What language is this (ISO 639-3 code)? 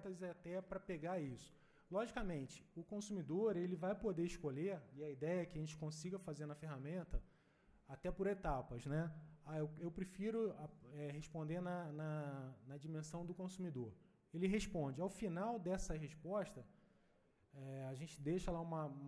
por